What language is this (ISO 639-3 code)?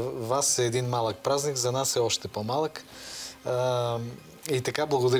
bul